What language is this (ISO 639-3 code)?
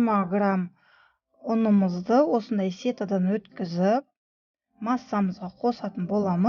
kaz